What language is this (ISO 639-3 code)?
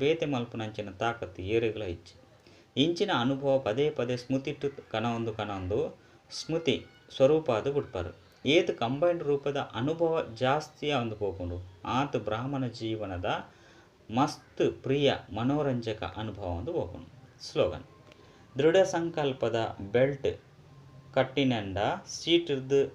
tcy